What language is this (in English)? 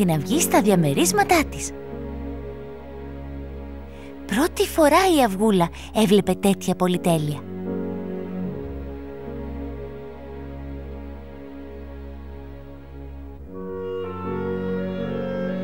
Greek